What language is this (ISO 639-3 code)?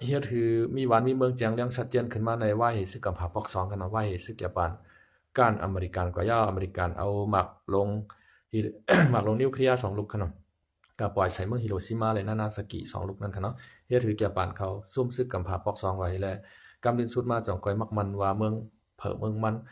shn